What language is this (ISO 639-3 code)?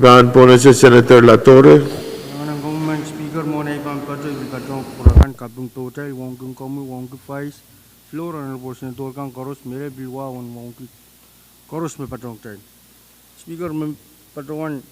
pon